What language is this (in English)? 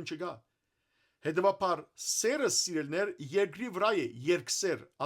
Western Armenian